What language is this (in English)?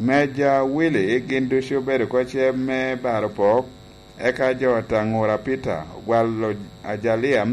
Lango (Uganda)